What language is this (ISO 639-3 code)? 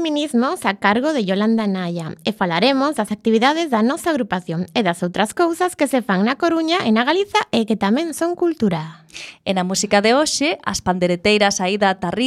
glg